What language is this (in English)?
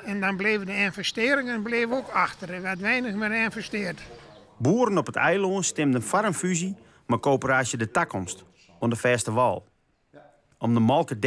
Western Frisian